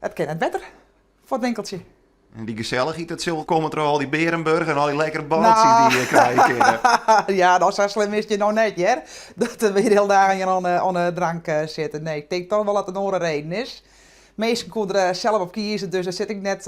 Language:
Western Frisian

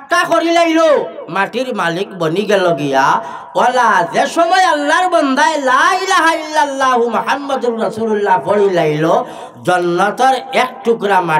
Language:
Sylheti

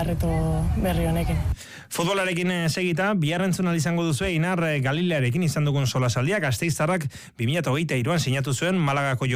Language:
Basque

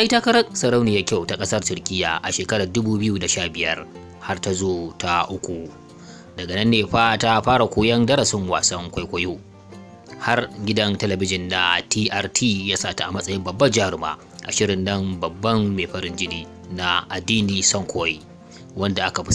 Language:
Hausa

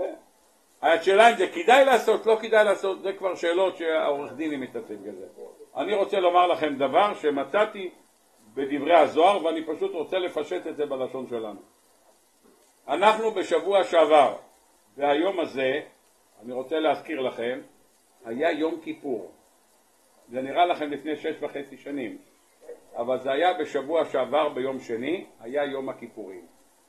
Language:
Hebrew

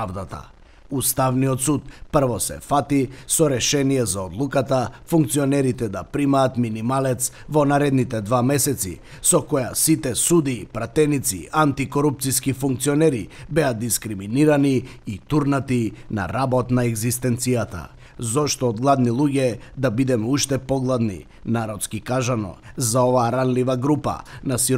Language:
Macedonian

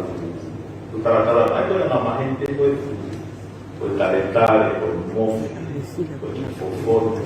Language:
Tongan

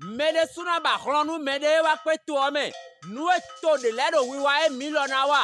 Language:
Fon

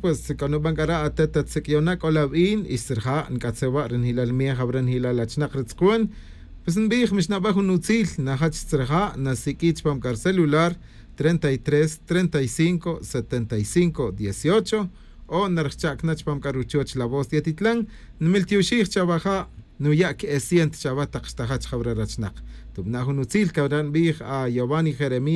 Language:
Tz'utujil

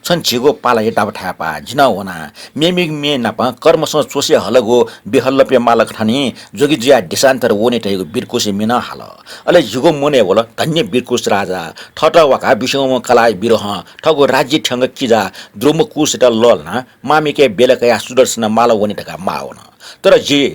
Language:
Newari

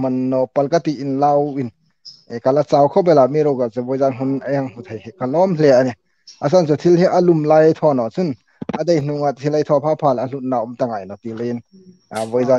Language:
Hmar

